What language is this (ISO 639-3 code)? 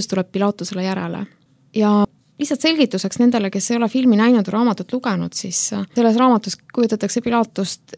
est